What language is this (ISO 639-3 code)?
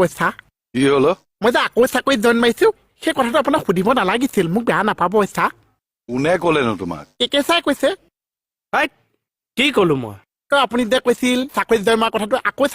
asm